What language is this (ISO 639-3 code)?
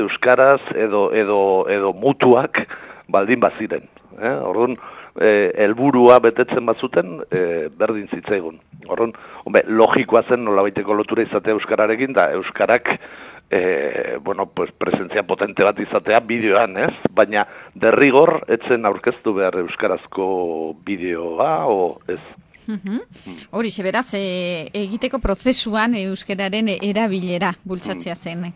eus